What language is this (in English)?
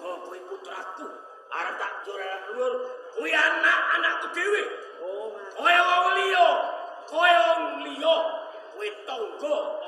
Javanese